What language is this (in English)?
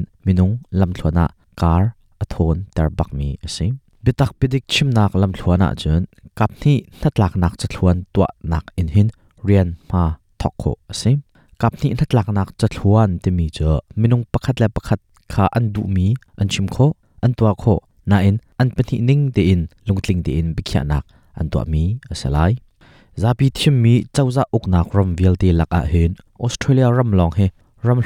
Hakha Chin